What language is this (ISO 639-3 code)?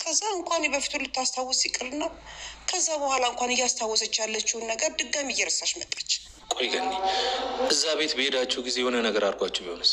amh